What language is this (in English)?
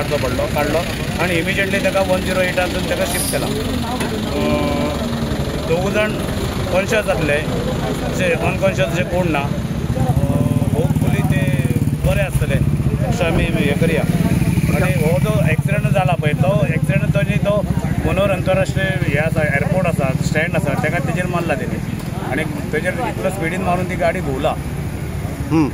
Konkani